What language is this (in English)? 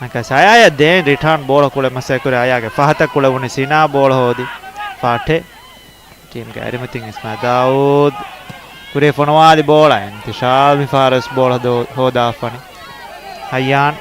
Divehi